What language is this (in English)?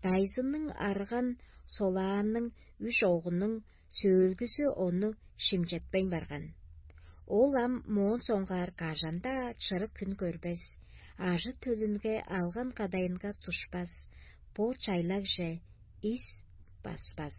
Tuvinian